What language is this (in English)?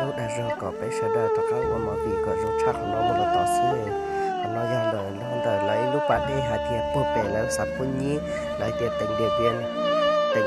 Hmong